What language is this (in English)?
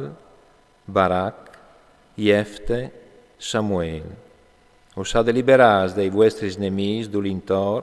Friulian